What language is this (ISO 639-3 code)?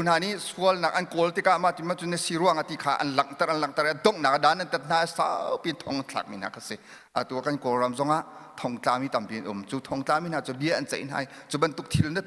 cnh